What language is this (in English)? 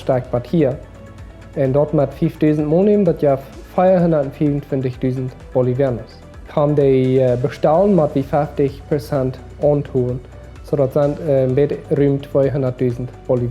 Plautdietsch